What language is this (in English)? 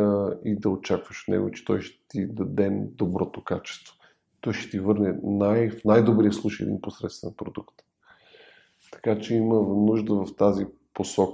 Bulgarian